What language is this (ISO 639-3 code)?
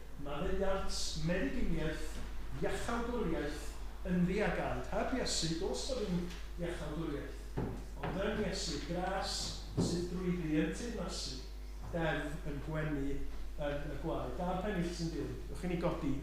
cym